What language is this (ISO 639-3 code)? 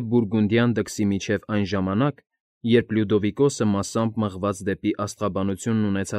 hye